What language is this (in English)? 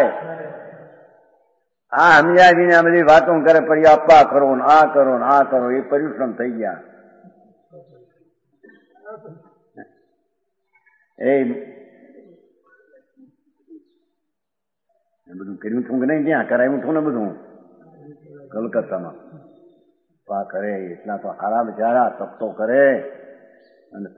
Gujarati